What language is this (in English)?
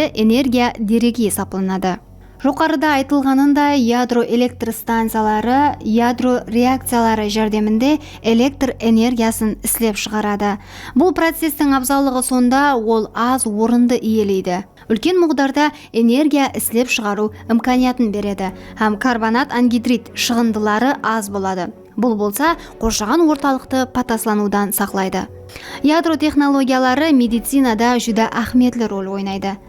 Kara-Kalpak